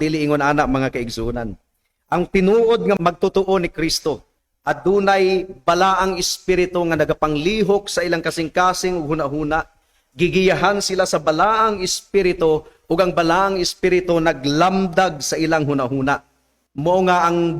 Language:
Cebuano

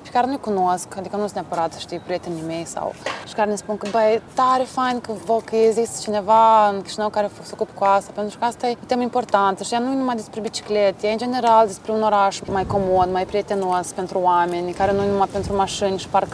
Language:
Romanian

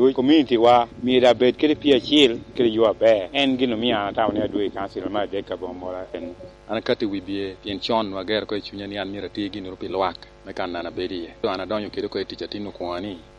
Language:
Lango (Uganda)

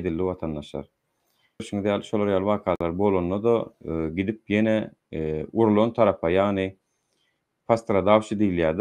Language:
Turkmen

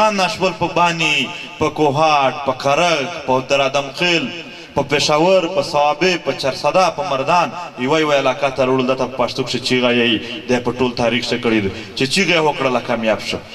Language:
Pashto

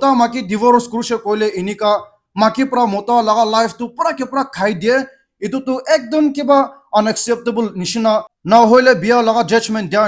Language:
Naga Pidgin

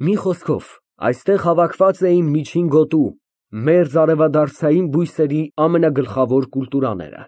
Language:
Armenian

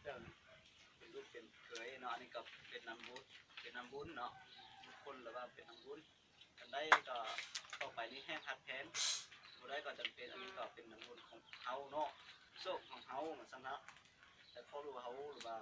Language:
Lao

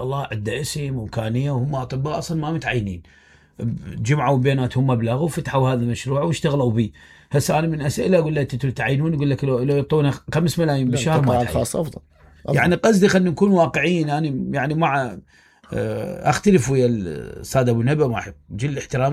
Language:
Mesopotamian Arabic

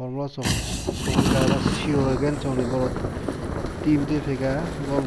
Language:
Kok Borok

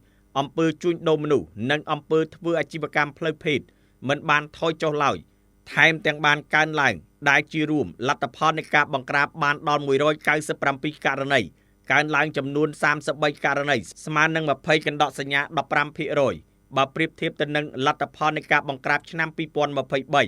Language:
Khmer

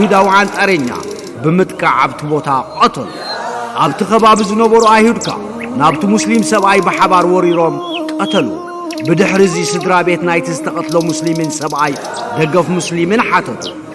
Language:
Tigrinya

